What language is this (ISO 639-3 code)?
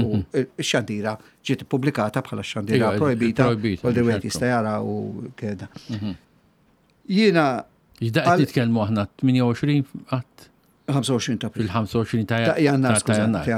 mlt